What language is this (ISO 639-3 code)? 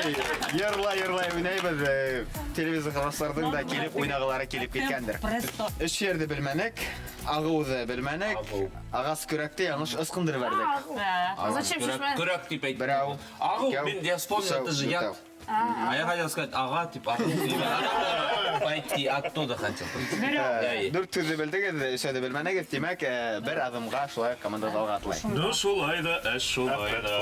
bak